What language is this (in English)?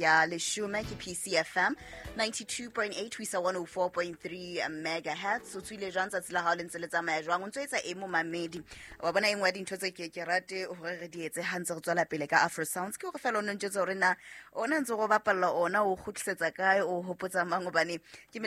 Southern Sotho